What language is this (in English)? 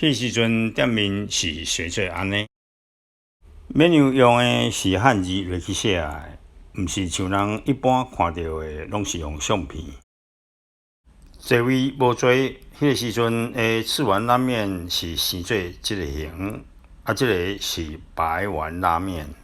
Min Nan Chinese